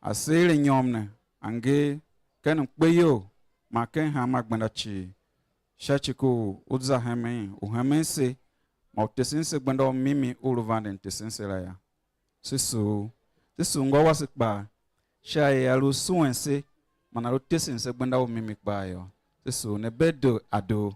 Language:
Tiv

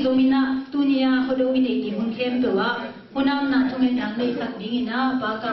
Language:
Tedim Chin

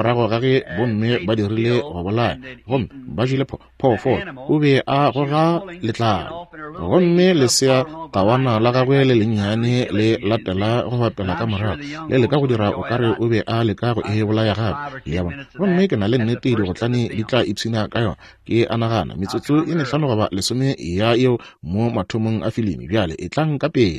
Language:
Northern Sotho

